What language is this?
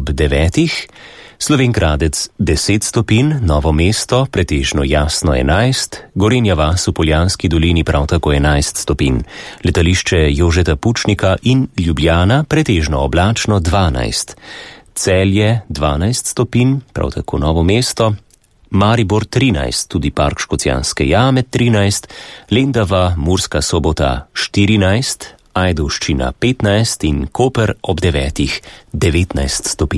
Slovenian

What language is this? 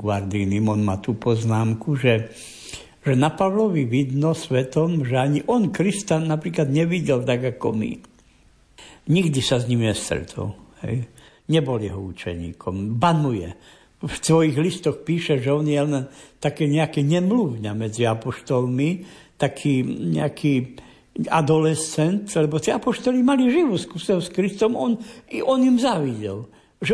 Slovak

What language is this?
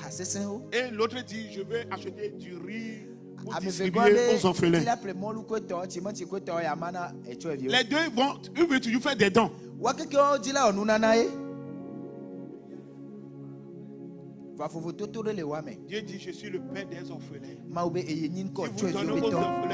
French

